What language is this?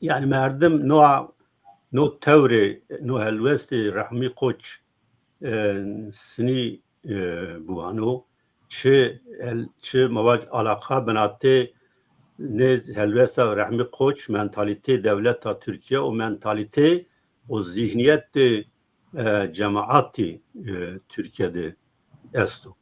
Zaza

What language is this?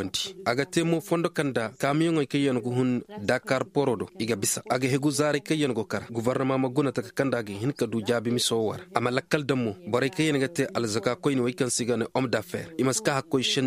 Koyraboro Senni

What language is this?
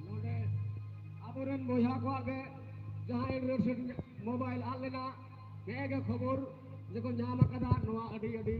Santali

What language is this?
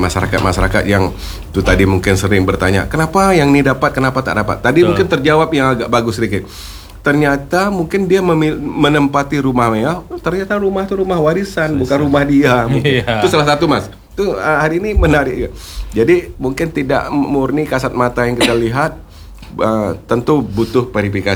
Indonesian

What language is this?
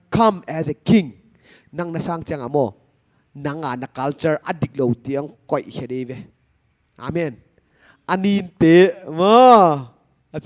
Paite Chin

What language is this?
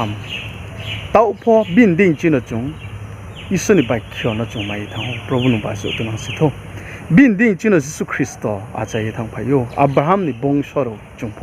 Riang (India)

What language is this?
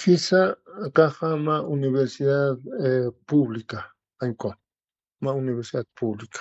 Aymara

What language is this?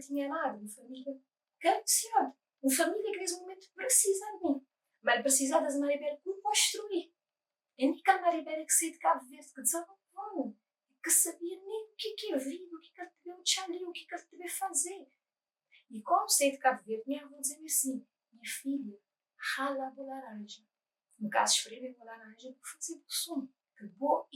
Kabuverdianu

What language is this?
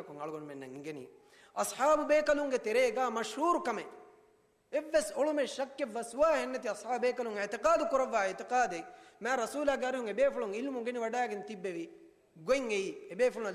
Divehi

